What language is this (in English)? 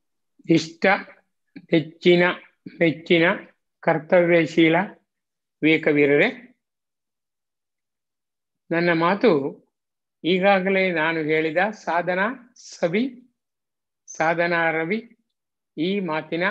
Kannada